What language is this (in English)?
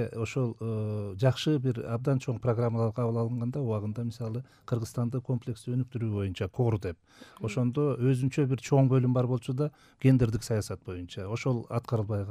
Kyrgyz